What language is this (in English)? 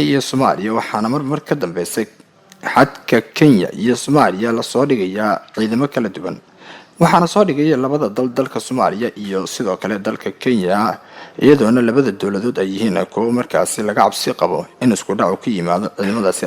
Somali